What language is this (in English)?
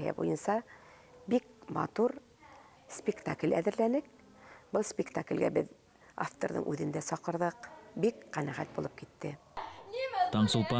Bashkir